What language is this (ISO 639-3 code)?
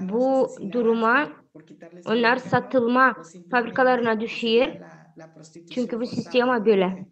gag